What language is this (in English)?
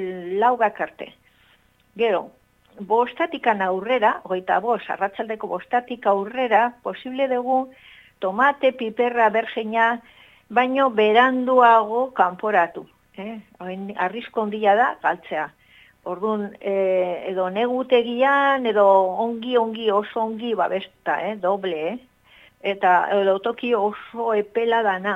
Basque